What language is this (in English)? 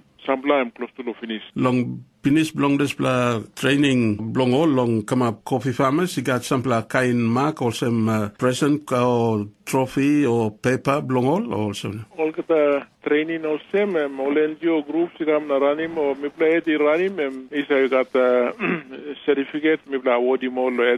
Tok Pisin